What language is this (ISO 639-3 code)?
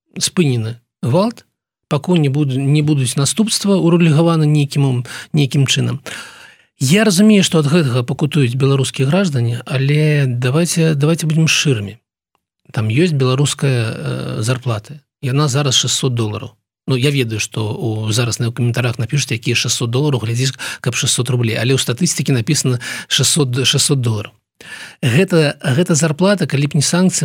bel